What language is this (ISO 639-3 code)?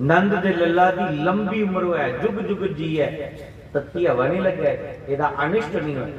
doi